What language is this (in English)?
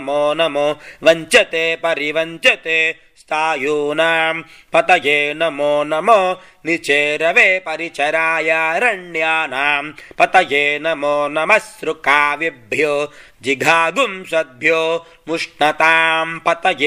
Sanskrit